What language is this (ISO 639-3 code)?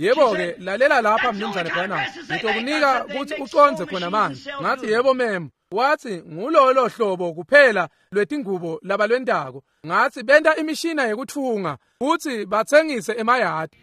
ssw